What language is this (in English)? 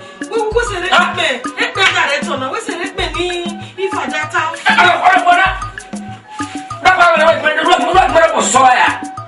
Esan